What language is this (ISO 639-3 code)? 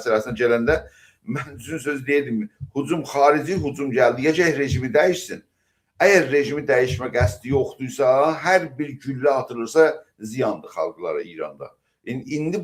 azb